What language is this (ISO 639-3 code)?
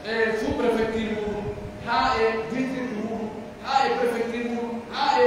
fuf